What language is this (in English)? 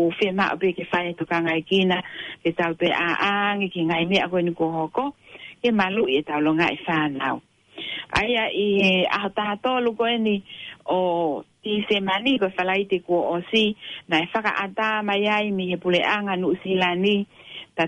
Tongan